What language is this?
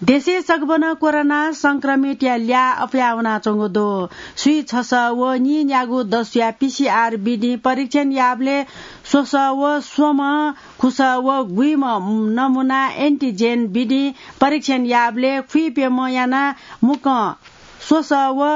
Newari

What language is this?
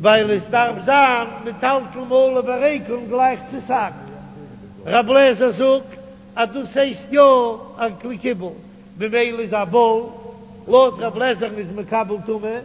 Yiddish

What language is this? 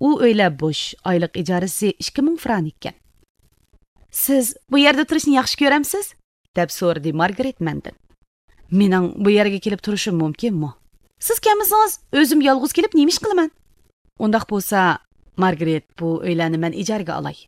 Uyghur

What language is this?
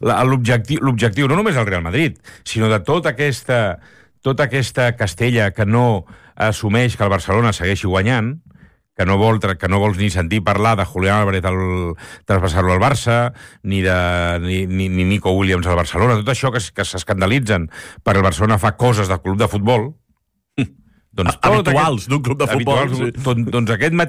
Catalan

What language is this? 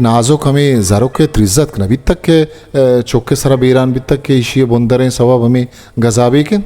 Eastern Balochi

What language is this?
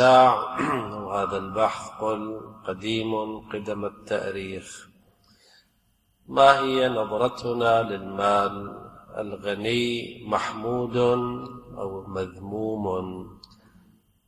Arabic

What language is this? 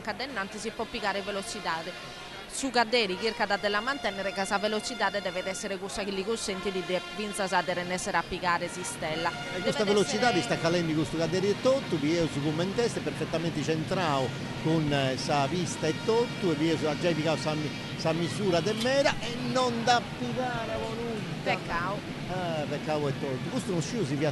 Sardinian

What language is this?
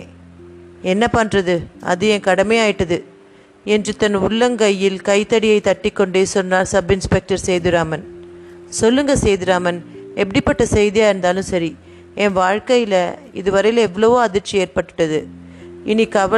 Tamil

